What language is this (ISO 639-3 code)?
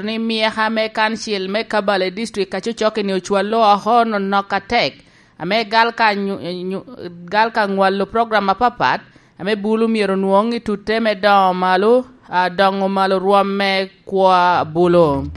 laj